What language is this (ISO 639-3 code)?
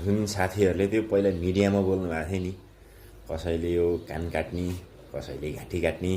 nep